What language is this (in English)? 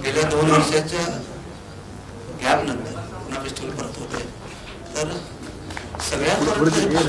Marathi